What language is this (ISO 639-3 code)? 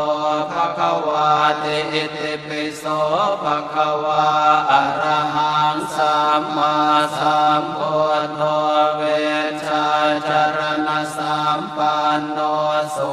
pli